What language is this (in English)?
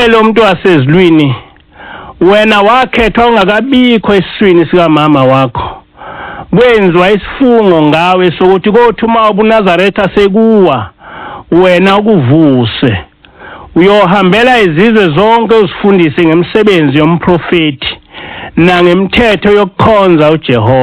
Zulu